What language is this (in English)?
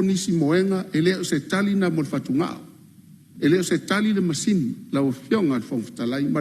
Samoan